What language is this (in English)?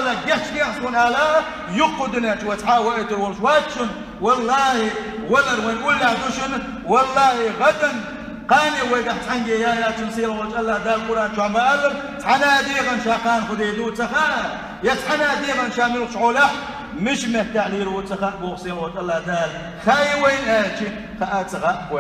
Chechen